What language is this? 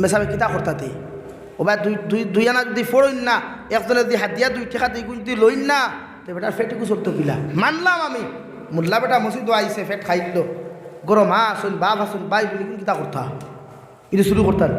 Sylheti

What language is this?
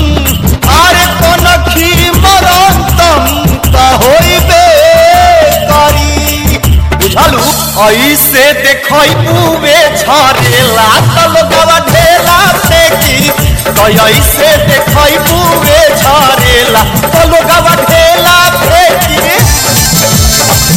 Bhojpuri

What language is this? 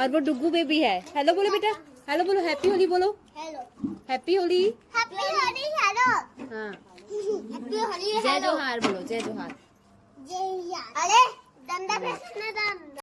Chhattisgarhi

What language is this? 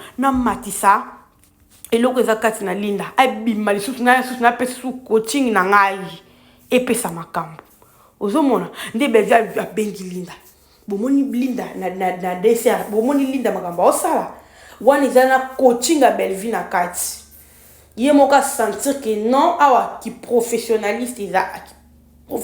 Lingala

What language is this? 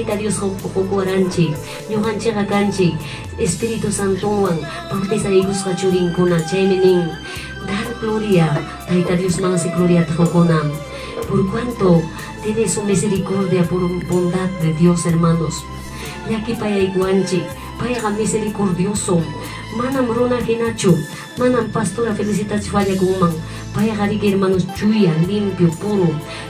Ayacucho Quechua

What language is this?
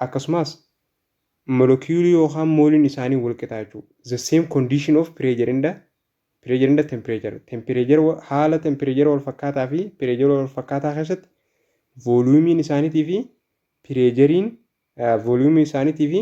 Oromo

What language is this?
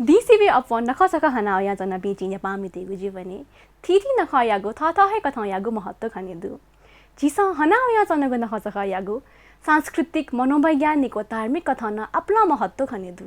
Newari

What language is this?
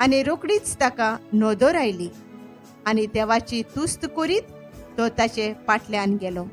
Konkani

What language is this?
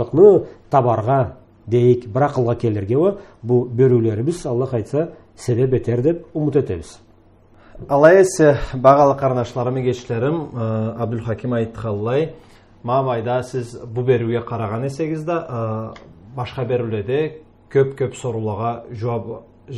Karachay-Balkar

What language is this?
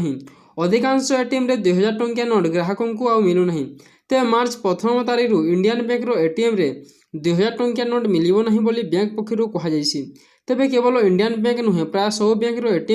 Odia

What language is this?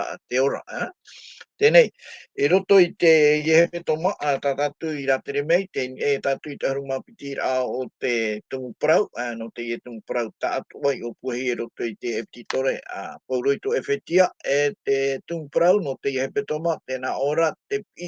Tahitian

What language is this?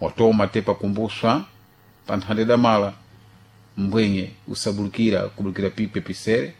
Sena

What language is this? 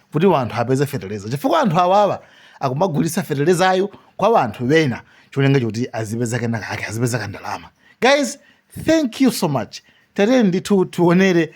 Nyanja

